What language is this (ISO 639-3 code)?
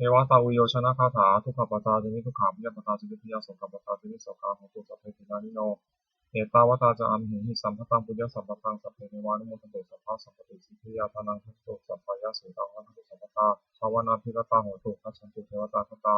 pli